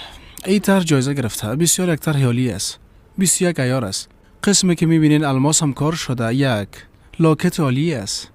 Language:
Persian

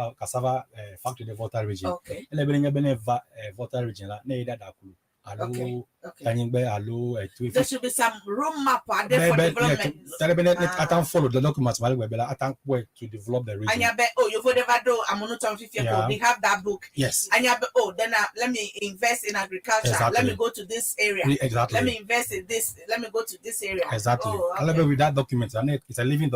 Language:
Ewe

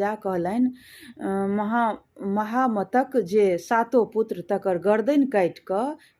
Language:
Maithili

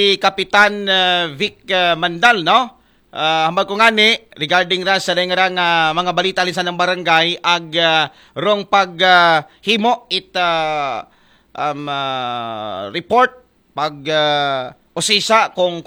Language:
Aklanon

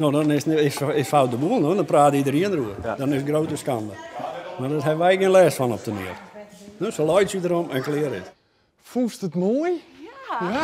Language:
Western Frisian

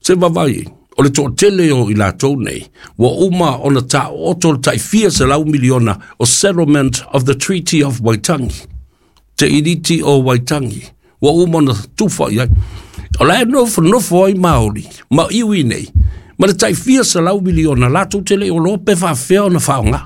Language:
Samoan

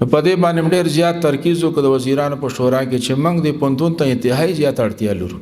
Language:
Pashto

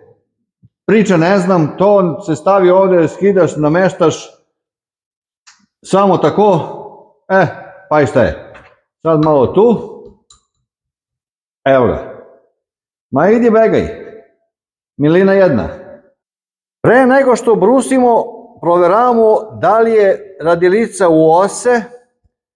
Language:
Serbian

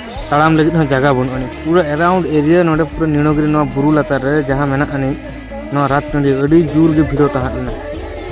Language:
Santali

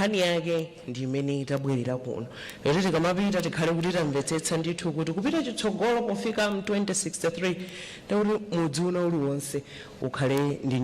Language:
Nyanja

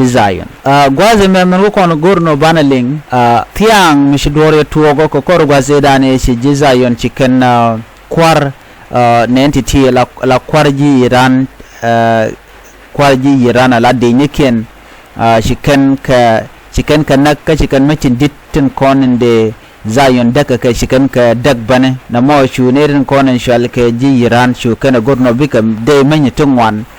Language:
Nuer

